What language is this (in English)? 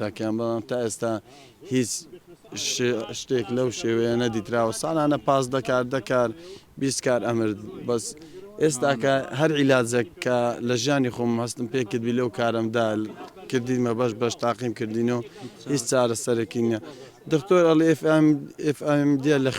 Central Kurdish